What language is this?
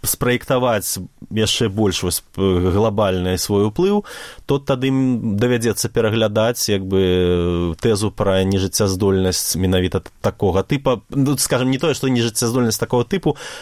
Belarusian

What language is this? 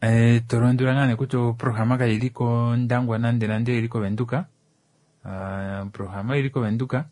Kuanyama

